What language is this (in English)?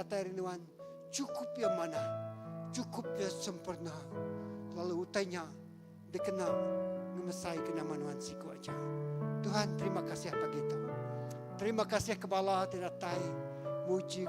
Iban